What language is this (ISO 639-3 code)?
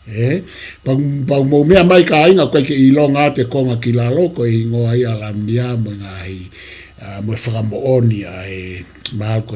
ton